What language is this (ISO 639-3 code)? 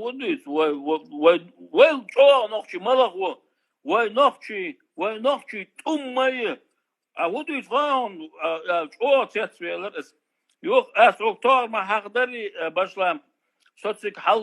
che